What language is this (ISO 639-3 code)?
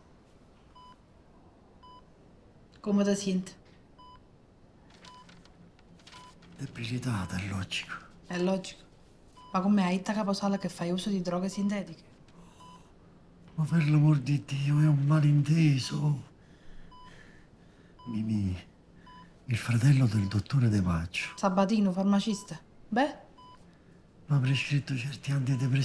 ita